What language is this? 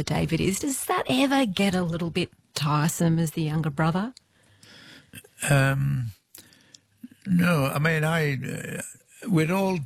English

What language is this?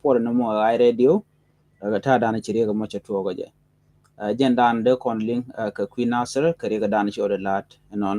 Nuer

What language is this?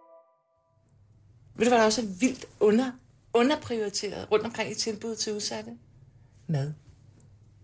Danish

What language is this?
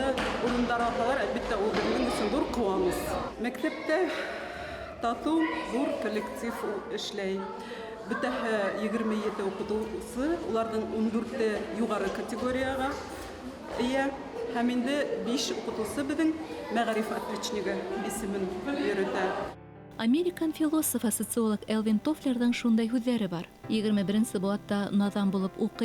Bashkir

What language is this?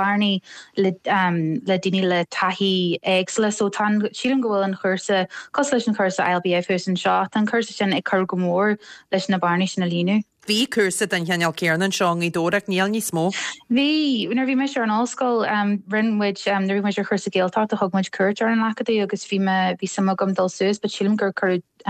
Irish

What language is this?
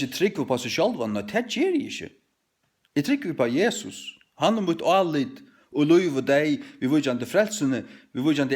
Faroese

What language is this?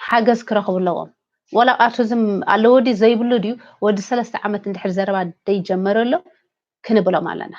Tigrinya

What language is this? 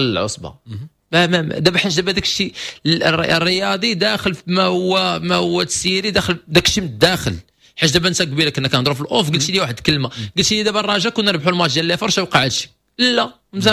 Moroccan Arabic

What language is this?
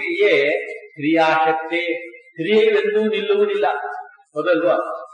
Kannada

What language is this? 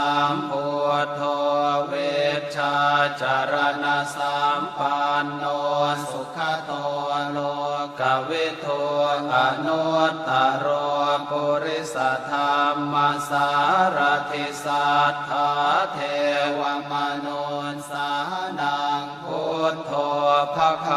Pali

